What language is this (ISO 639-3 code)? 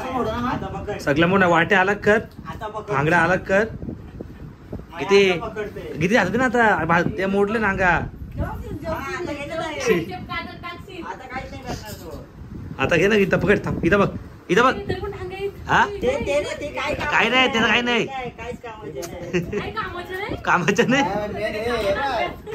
mar